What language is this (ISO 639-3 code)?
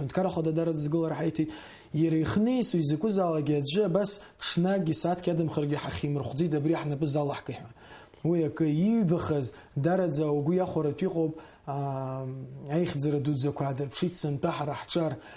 abk